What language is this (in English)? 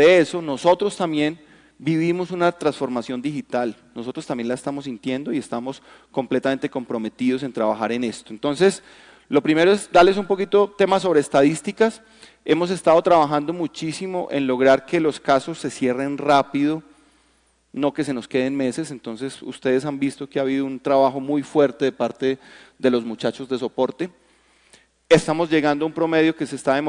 Spanish